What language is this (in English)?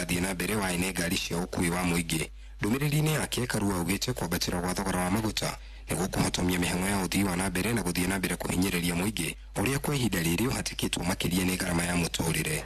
Kikuyu